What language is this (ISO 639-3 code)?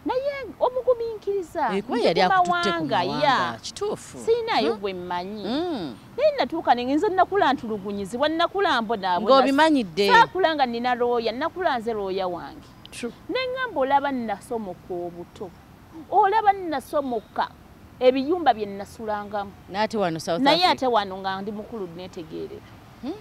lug